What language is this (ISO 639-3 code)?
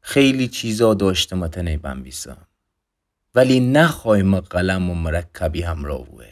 glk